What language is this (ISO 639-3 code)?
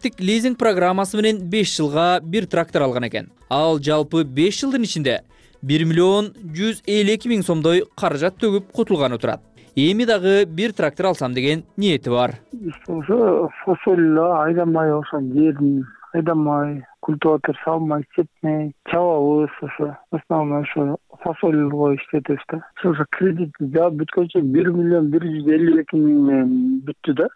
kir